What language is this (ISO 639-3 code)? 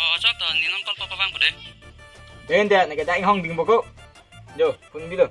mjw